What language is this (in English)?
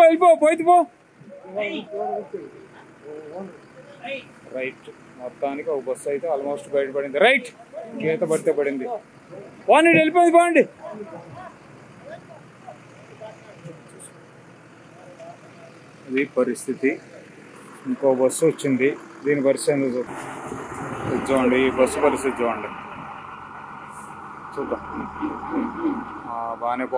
Telugu